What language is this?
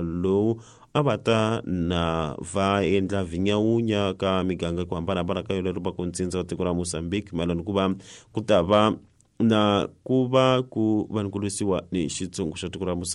Tsonga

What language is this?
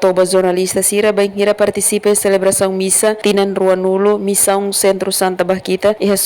Tetum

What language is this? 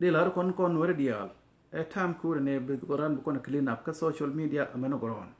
Nuer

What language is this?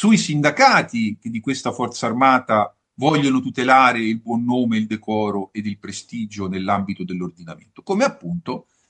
Italian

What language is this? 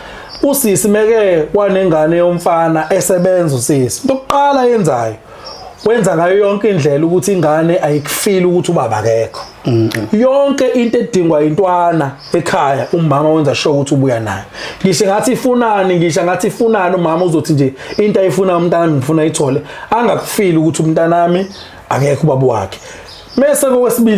Zulu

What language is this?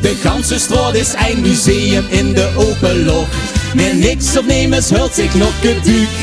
Limburgish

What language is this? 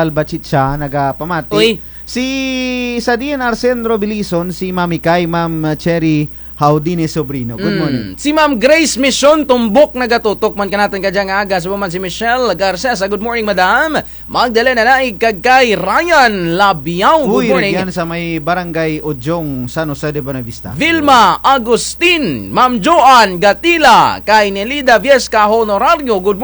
Kinaray-a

